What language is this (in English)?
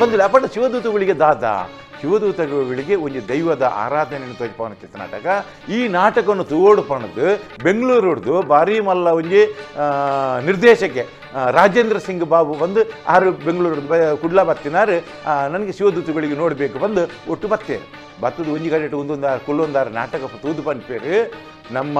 Tulu